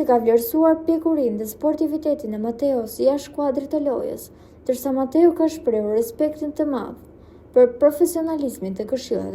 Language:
Albanian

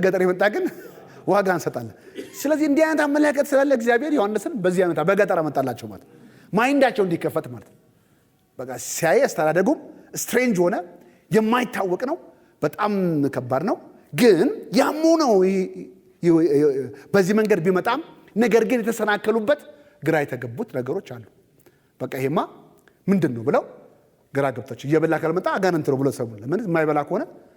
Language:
Amharic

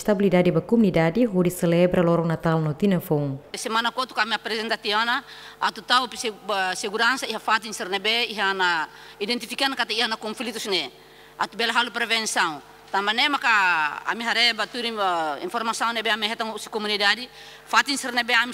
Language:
Tetum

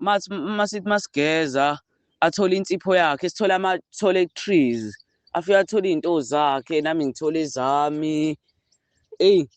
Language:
Zulu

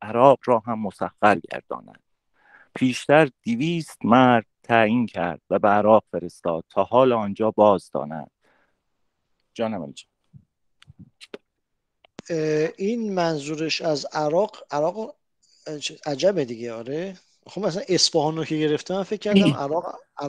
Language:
Persian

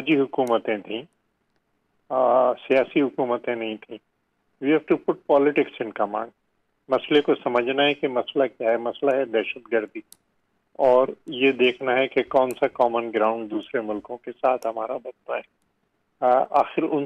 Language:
Urdu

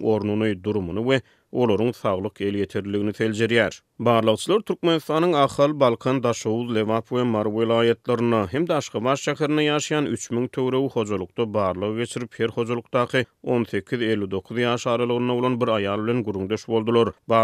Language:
Turkmen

